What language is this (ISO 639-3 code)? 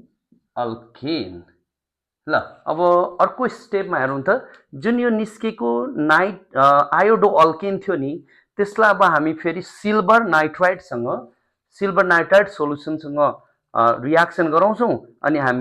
nep